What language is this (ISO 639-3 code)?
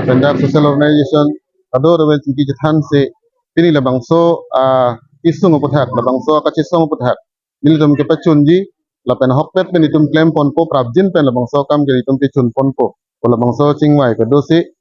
mjw